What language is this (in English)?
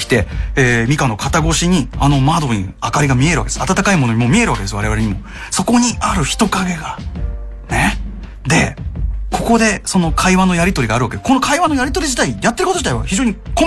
Japanese